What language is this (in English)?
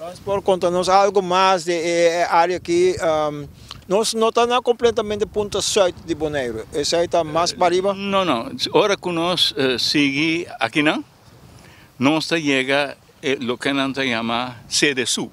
Papiamento